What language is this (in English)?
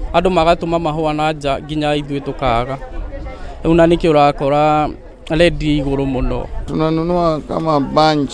Kikuyu